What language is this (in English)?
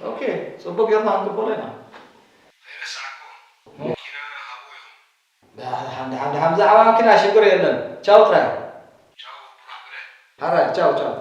Tigrinya